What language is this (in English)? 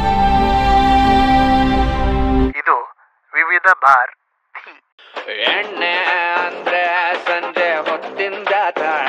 Kannada